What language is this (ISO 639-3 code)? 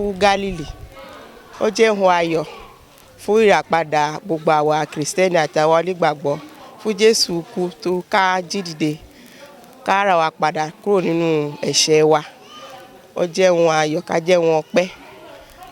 yor